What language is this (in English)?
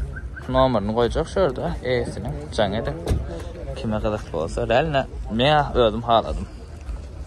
Turkmen